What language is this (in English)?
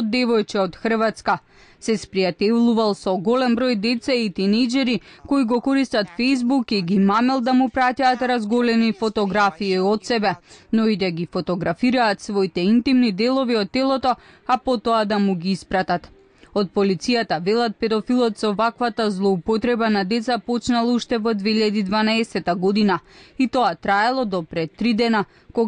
Macedonian